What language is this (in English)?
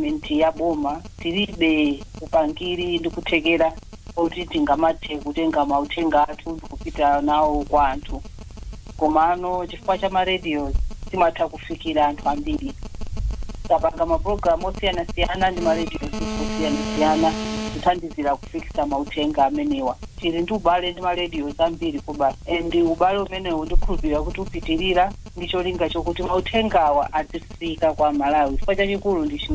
Nyanja